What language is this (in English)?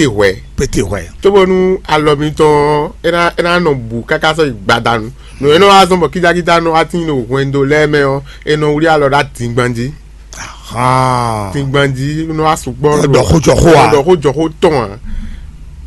Fon